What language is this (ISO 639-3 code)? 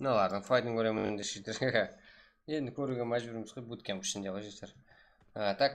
kaa